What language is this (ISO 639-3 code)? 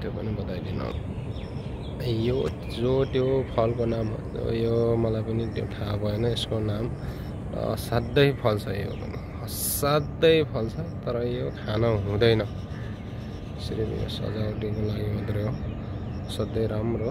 nep